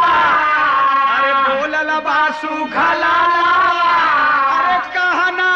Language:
Bhojpuri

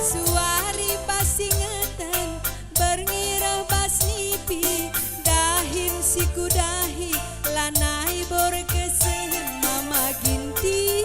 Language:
Batak Karo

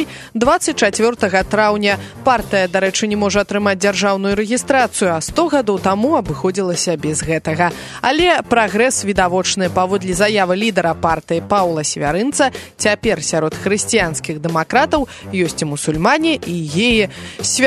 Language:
Belarusian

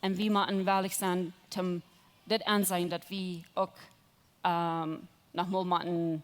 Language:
Plautdietsch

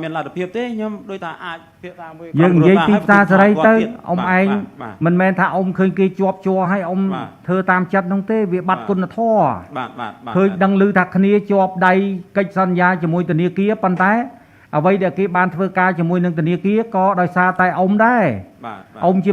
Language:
Khmer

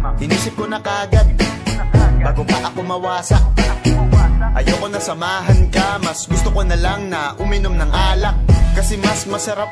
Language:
Filipino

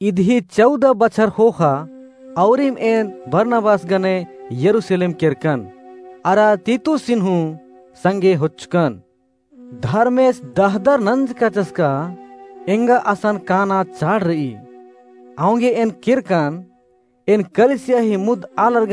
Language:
Kurukh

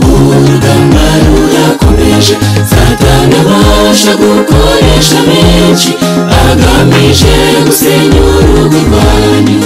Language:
Kinyarwanda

